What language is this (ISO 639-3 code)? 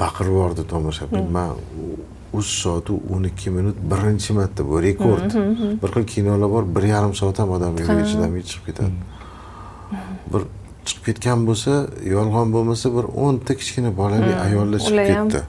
uzb